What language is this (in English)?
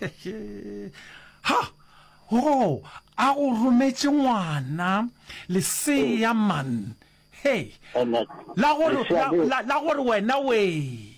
Northern Sotho